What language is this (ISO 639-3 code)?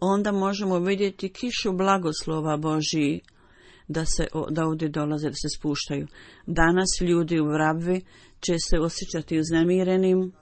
bos